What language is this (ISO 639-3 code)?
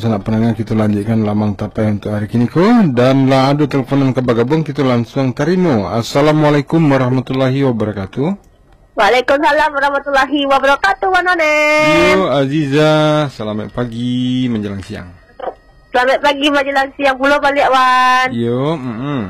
min